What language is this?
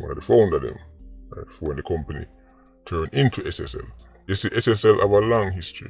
Jamaican Creole English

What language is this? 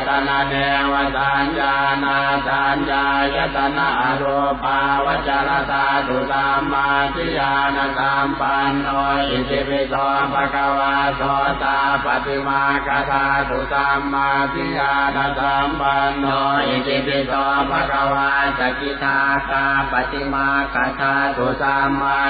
Pali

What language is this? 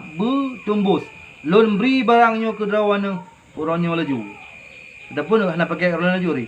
Achinese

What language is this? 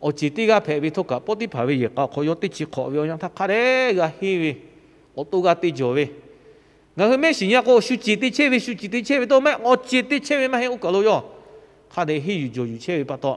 Lahu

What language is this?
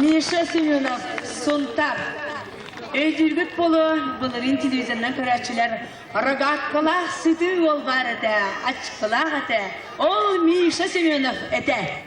Yakut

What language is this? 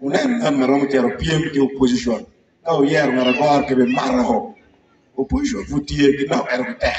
Acoli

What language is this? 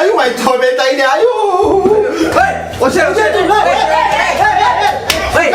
Ambonese Malay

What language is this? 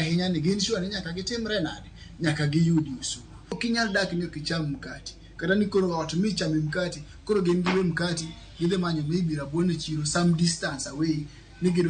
Luo (Kenya and Tanzania)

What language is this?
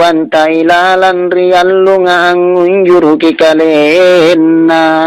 Makasar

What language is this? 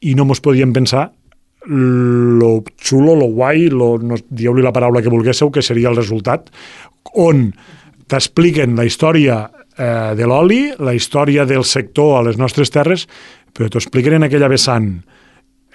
Catalan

